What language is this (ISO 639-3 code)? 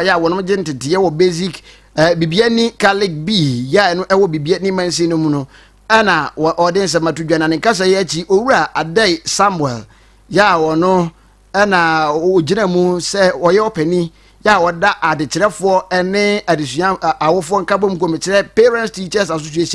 aka